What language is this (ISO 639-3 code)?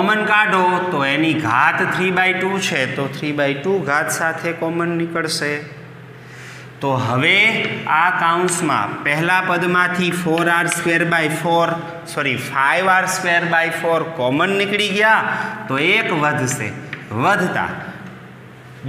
guj